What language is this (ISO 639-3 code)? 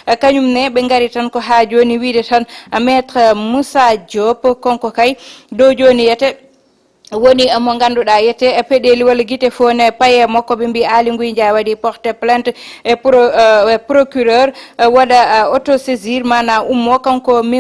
ful